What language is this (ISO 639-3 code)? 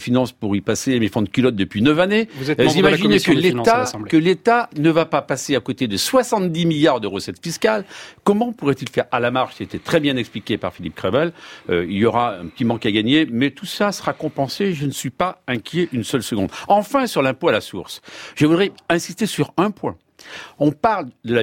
fra